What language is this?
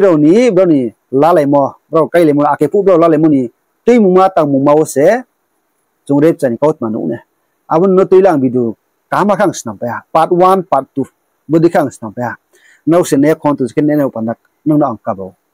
Riang (India)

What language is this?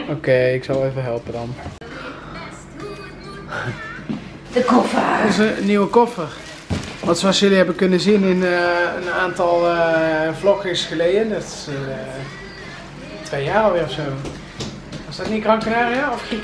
Dutch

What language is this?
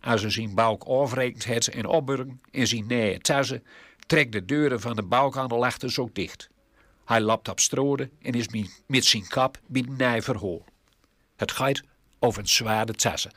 Gronings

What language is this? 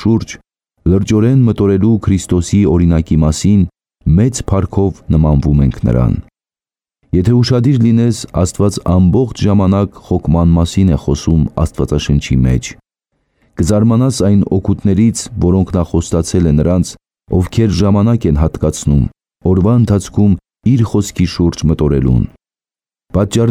Armenian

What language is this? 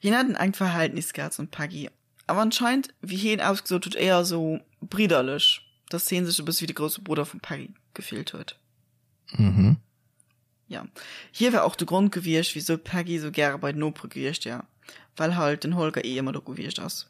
Luxembourgish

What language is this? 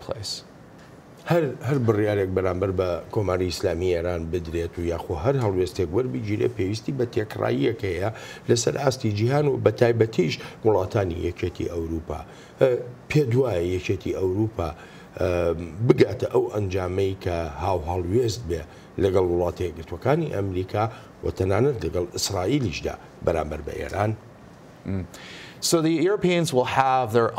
Central Kurdish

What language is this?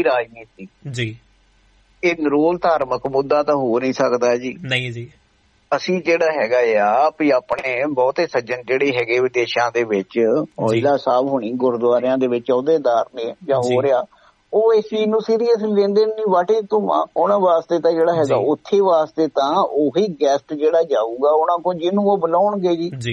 Punjabi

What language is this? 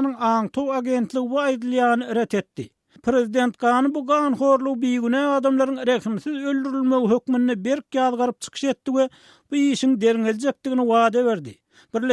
Turkmen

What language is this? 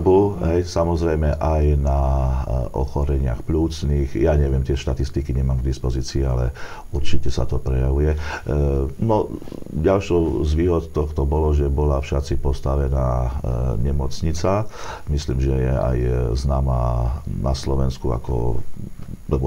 Slovak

